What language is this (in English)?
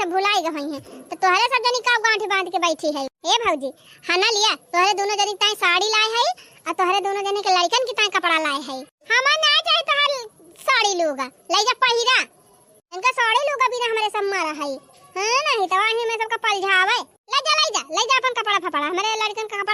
Awadhi